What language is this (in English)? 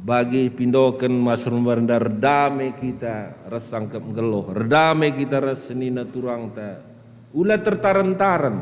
Batak Karo